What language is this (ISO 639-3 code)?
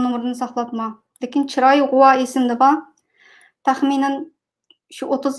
uig